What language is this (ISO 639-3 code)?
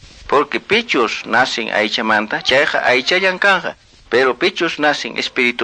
que